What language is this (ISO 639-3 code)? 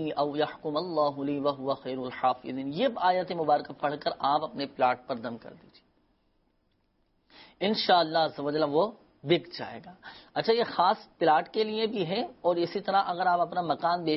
urd